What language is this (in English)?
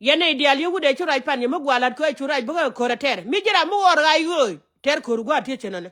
Nuer